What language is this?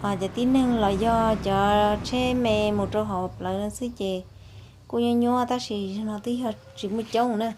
Hmong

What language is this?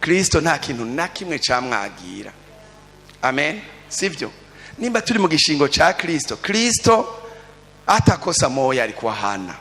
Rundi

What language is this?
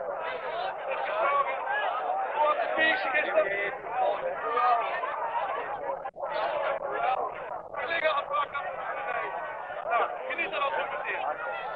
Dutch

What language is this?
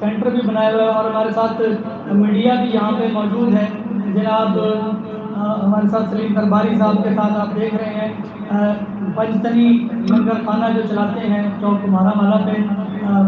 Saraiki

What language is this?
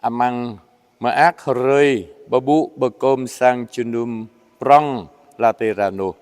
Jarai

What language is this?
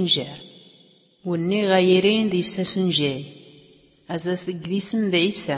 Tachelhit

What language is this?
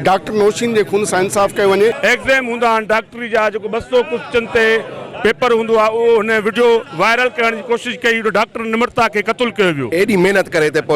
Sindhi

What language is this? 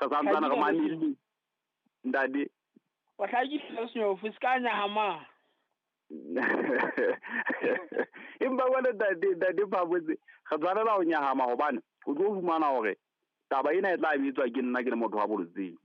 Southern Sotho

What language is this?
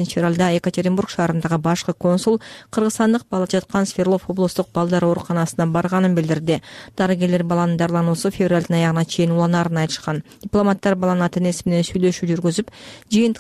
Kyrgyz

